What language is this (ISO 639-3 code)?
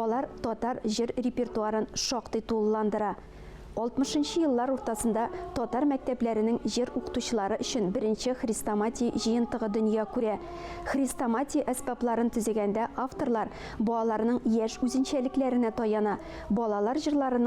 tat